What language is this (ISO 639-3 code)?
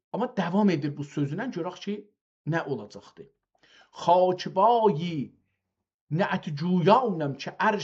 azb